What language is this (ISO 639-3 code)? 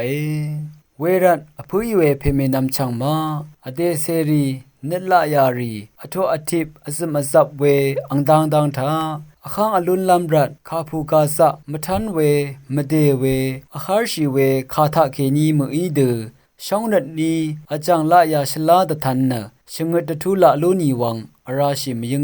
raw